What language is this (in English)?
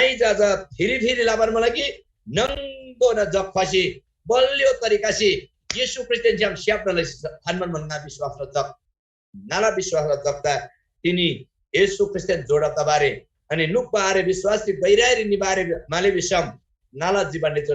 Eastern Tamang